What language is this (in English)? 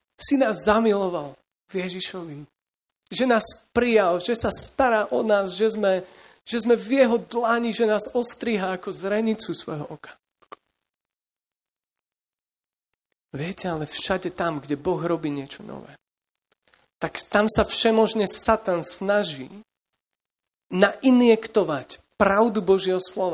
Slovak